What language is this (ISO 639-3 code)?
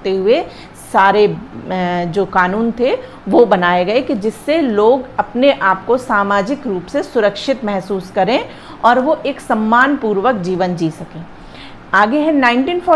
hin